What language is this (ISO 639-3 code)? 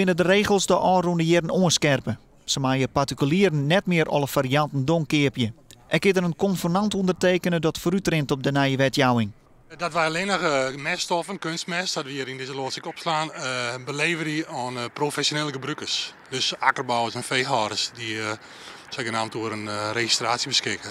fry